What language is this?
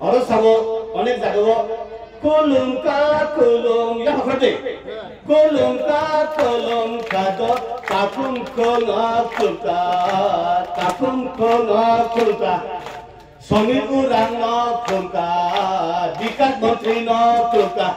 Kok Borok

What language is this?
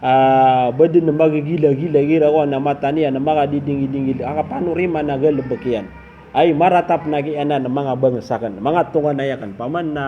Maranao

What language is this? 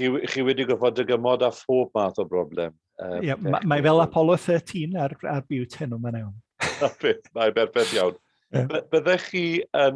Welsh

